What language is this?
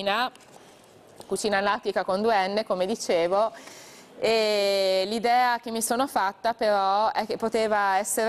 Italian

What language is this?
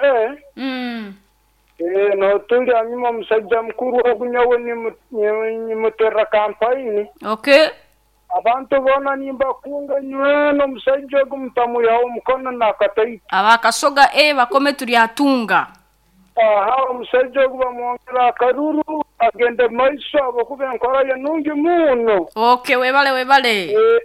Nyoro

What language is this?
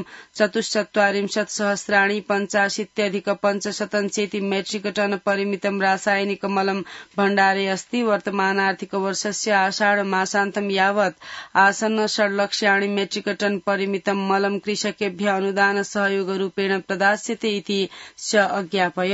Sanskrit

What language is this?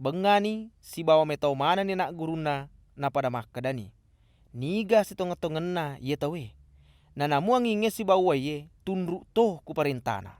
Buginese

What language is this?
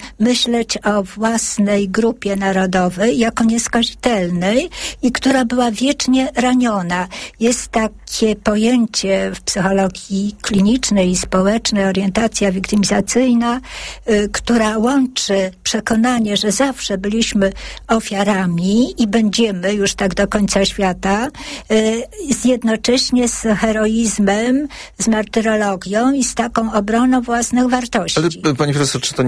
Polish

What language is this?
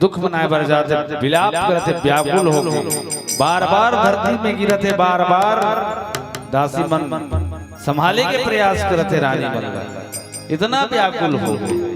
Chhattisgarhi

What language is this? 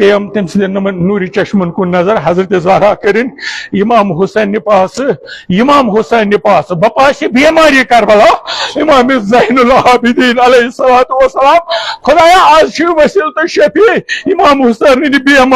Kashmiri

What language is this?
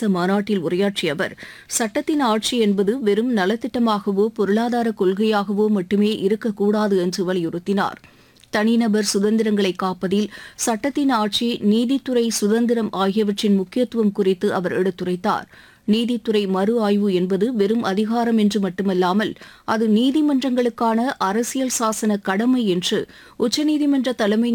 Tamil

